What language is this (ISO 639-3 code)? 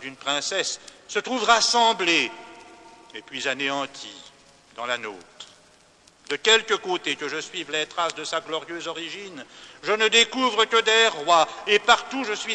fra